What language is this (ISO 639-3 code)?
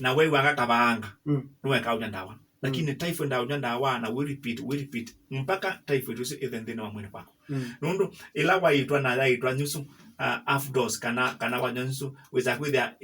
kam